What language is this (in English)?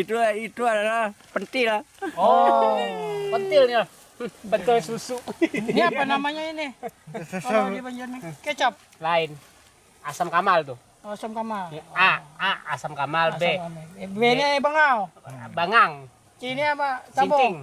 Banjar